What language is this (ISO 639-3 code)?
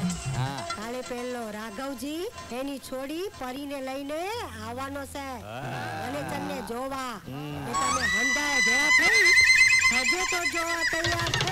guj